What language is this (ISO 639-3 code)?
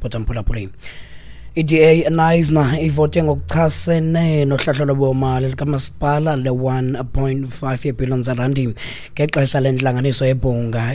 xho